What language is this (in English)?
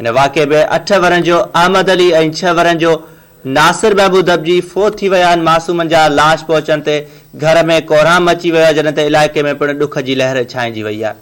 Sindhi